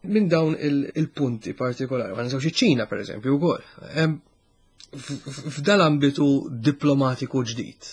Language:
Maltese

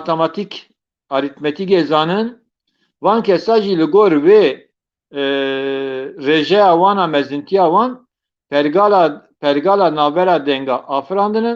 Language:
Kurdish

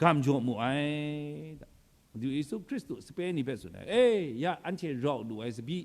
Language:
Kachin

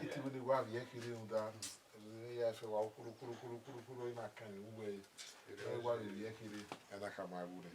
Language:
Bini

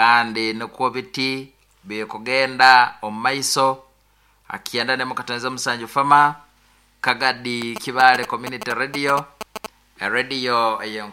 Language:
Nyoro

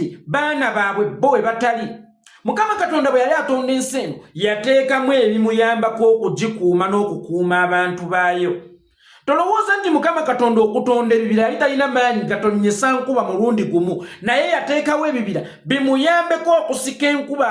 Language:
Ganda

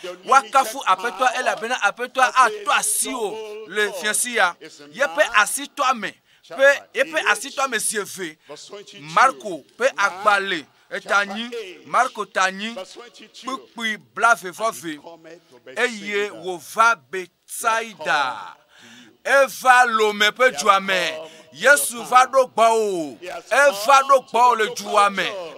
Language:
Ewe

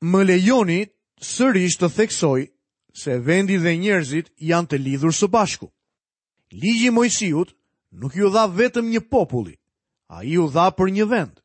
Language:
Albanian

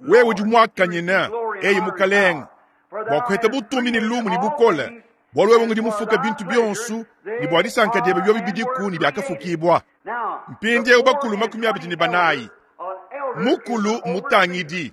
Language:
Luba-Lulua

